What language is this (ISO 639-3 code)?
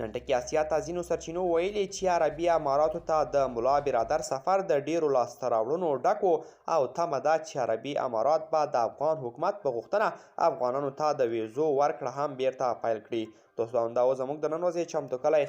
pus